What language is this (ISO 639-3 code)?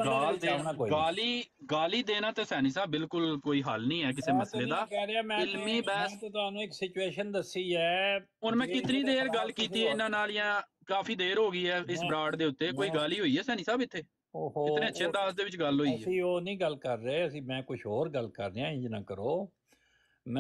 pan